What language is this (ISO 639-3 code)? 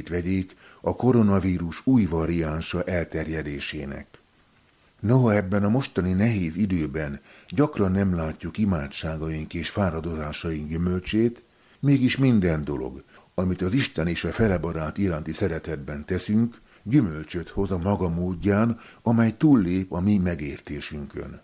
hun